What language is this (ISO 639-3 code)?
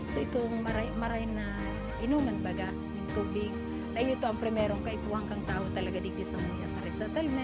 bik